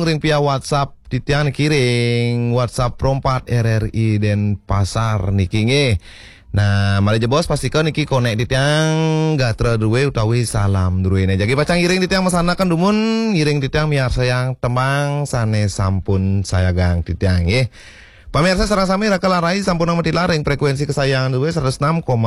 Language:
Balinese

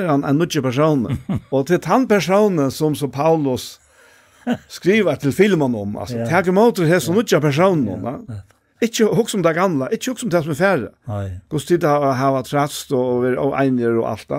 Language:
Faroese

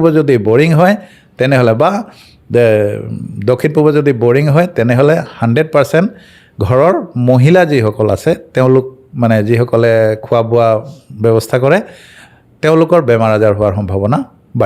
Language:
Assamese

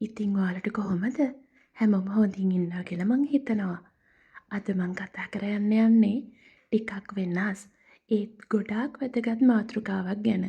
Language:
Sinhala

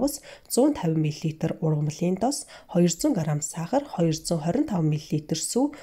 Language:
Mongolian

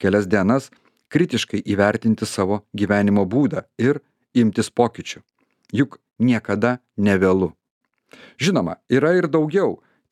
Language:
Lithuanian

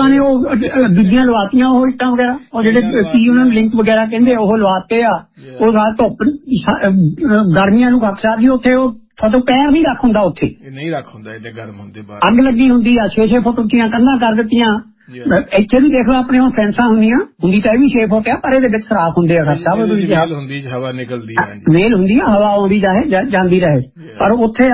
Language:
Punjabi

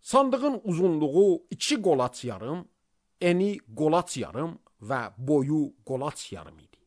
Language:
Azerbaijani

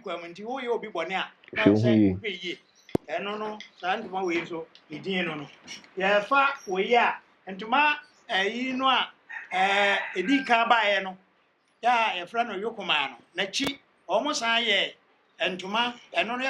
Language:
Akan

